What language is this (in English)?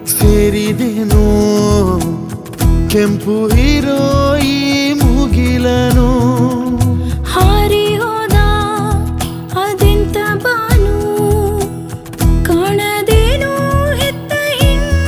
Kannada